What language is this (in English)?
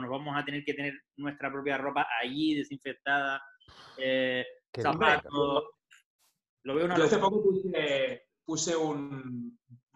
Spanish